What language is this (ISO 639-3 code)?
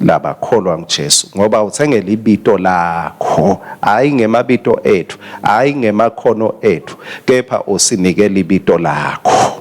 ssw